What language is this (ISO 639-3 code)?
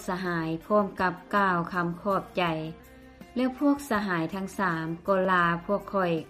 lao